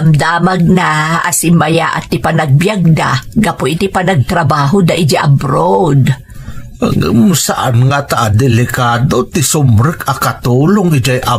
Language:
Iloko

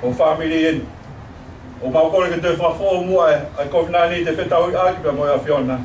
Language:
Tongan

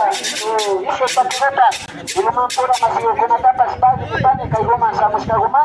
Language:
Imbabura Highland Quichua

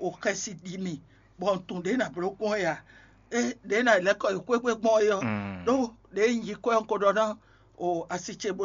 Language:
Fon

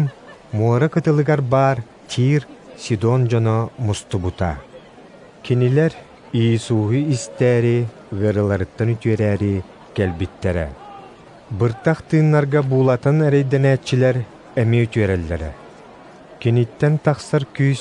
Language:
Yakut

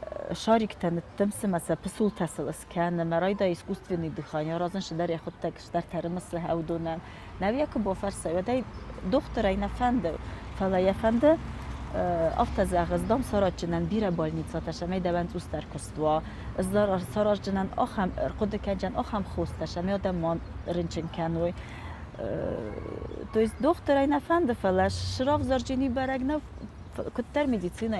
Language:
Ossetic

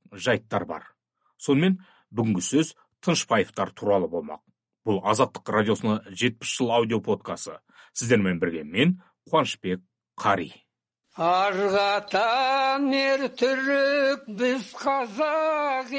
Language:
Kazakh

